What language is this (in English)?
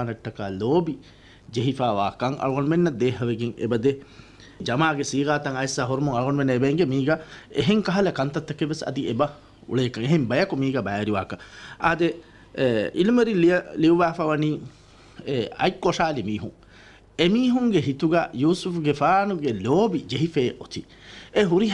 Divehi